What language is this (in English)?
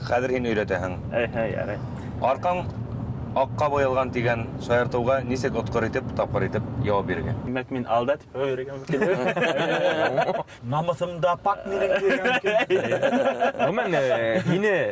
Bashkir